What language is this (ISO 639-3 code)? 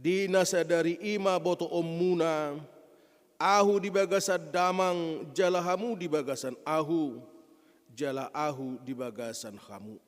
bbc